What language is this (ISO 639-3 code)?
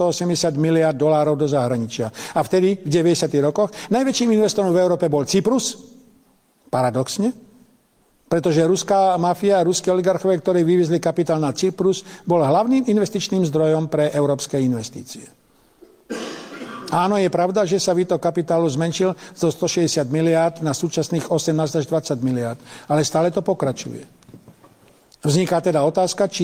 slk